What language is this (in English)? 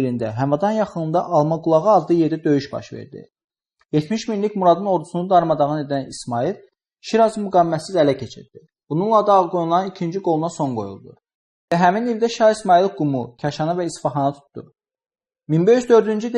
Azerbaijani